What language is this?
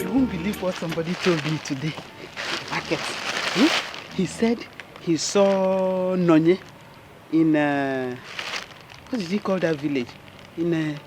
Nigerian Pidgin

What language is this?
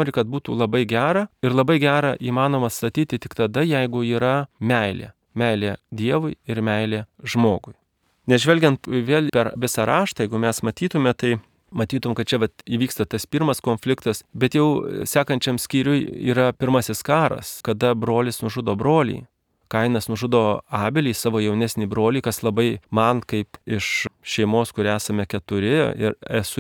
Lithuanian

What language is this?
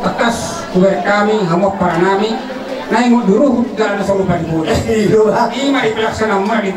Batak Toba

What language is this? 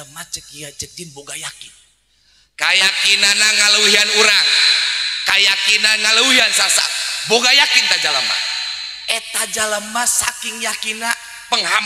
Sundanese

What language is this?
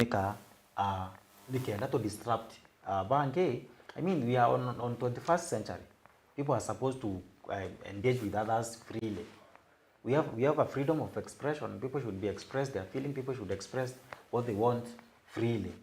Meru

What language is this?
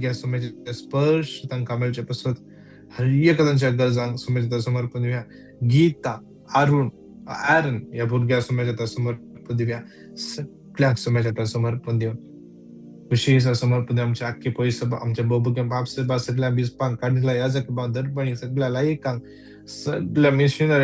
Konkani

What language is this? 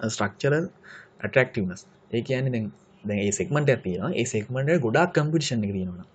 Sinhala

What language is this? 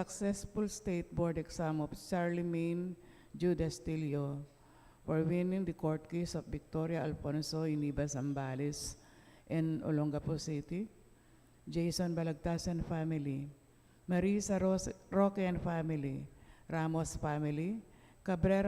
Pampanga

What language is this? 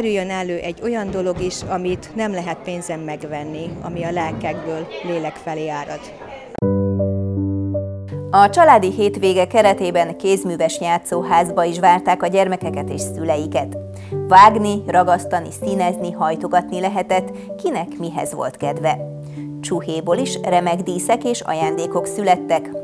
Hungarian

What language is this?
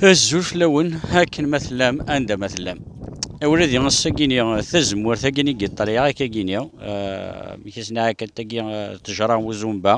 Kabyle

